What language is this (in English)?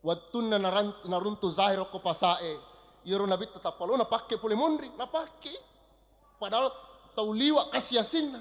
Buginese